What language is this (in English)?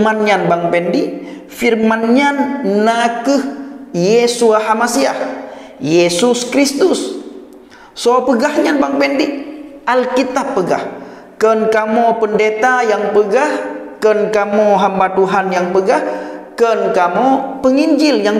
Achinese